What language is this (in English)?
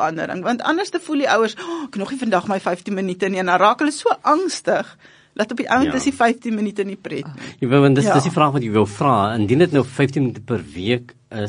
Afrikaans